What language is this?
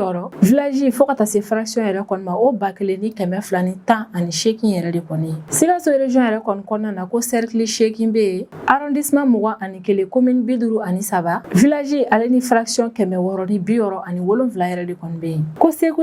Bambara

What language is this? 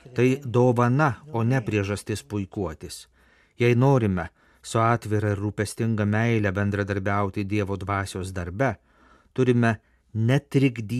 Lithuanian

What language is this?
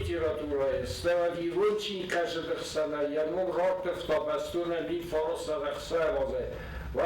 Ossetic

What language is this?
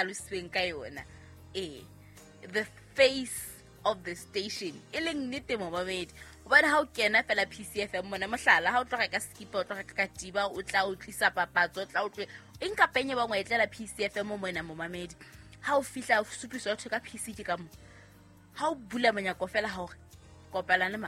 Southern Sotho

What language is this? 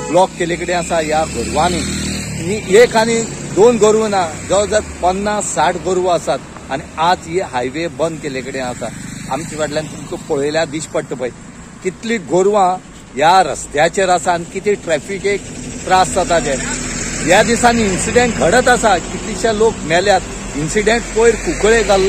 Konkani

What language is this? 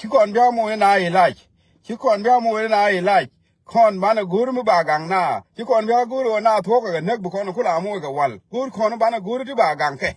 Nuer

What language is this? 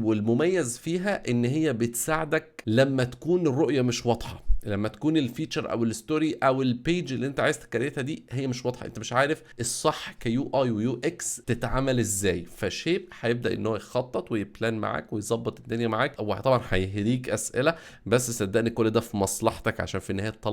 Egyptian Arabic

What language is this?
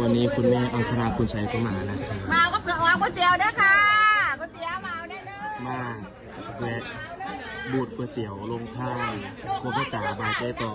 Northeastern Thai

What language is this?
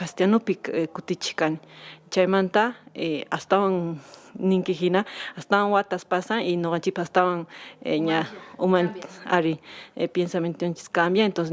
Quechua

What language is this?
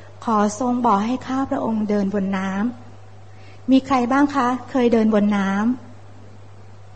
Thai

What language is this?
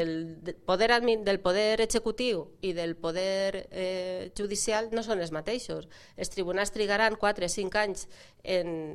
Catalan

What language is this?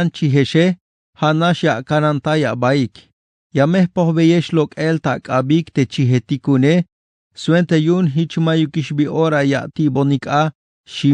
Tzeltal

